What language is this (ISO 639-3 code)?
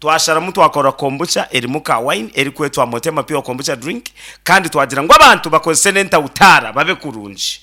nyn